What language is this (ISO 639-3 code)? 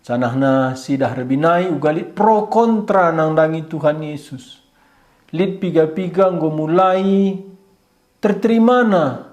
btx